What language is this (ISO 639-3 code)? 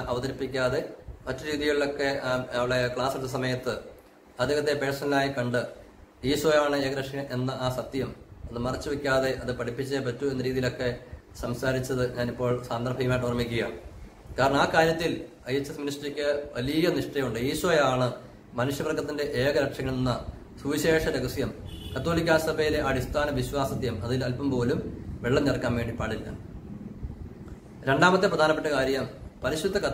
mal